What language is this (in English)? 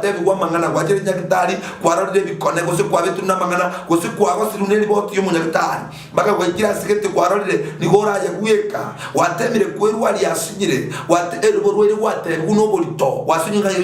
Gusii